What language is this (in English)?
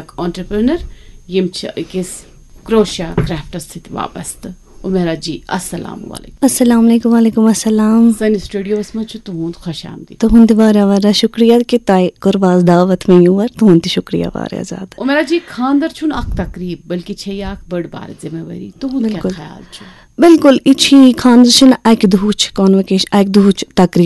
Kashmiri